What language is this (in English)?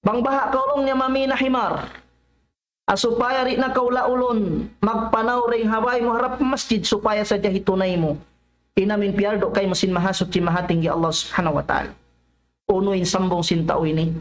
Tausug